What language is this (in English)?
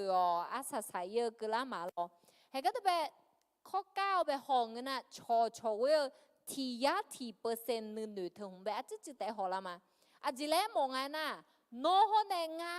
Akha